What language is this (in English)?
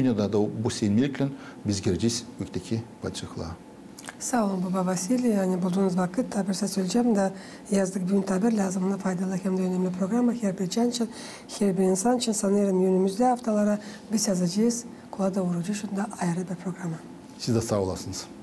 Gagauz